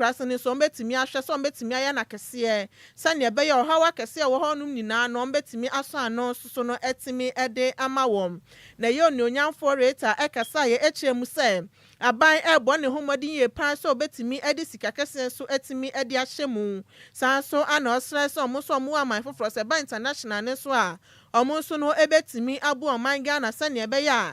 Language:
Akan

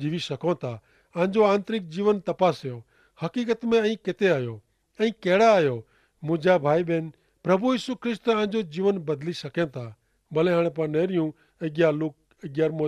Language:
Kachhi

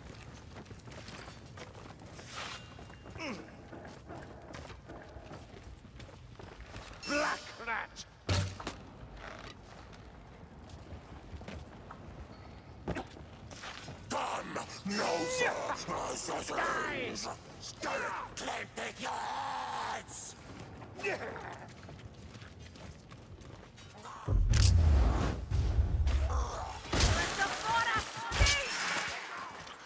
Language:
English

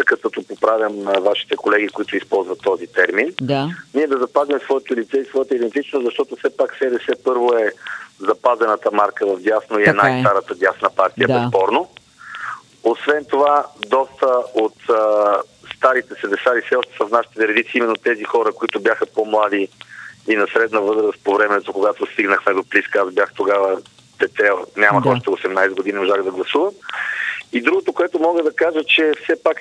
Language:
Bulgarian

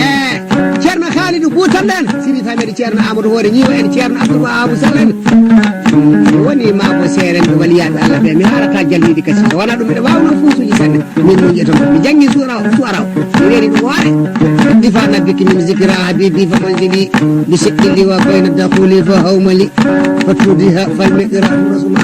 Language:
Fula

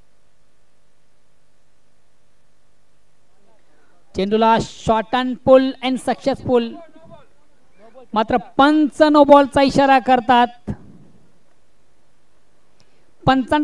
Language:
Marathi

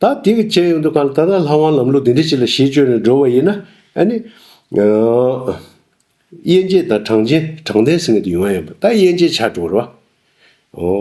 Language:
Tibetan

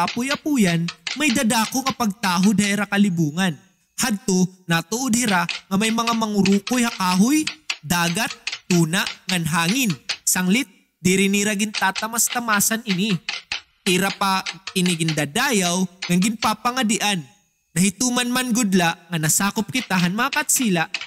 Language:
Waray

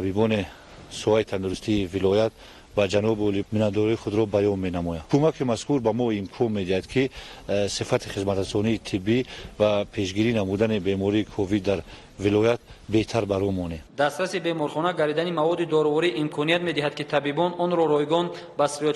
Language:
Tajik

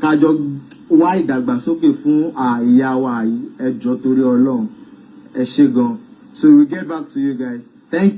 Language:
Yoruba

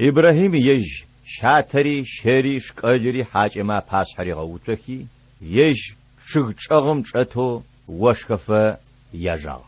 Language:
Adyghe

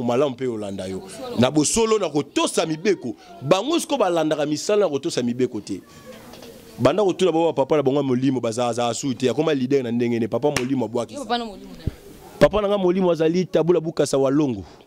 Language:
Lingala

